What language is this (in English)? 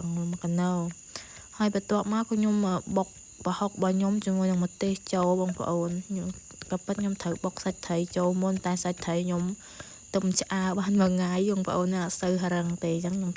Khmer